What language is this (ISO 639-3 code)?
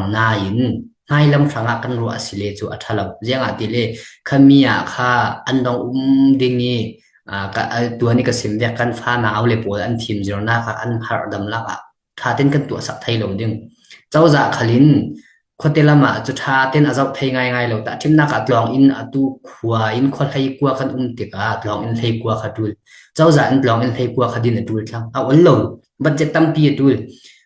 cfm